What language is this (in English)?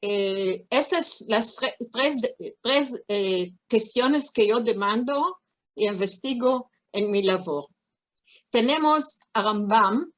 Ladino